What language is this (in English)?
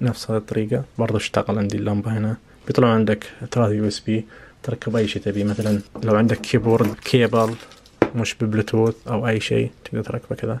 Najdi Arabic